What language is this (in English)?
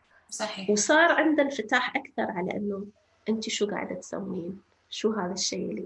North Levantine Arabic